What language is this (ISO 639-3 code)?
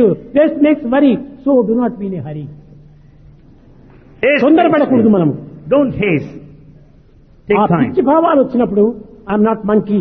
tel